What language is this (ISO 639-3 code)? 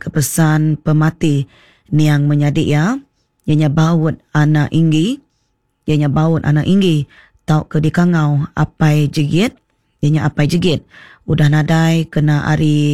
iba